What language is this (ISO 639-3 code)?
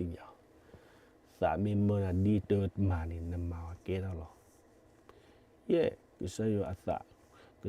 ksw